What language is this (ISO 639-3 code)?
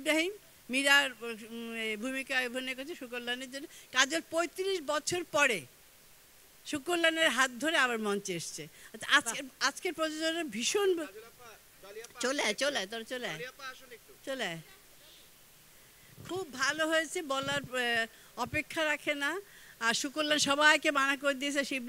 ben